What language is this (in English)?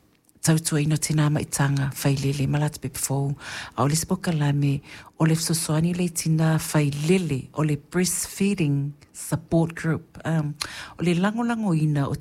Samoan